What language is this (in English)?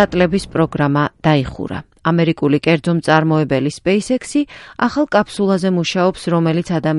Georgian